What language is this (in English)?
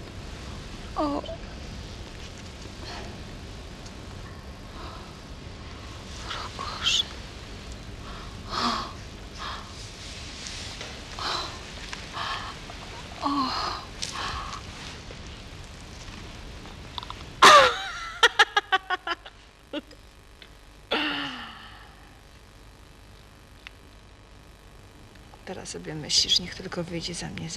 Polish